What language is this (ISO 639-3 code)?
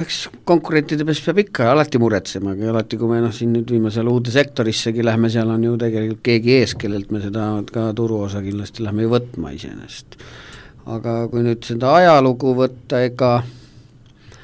est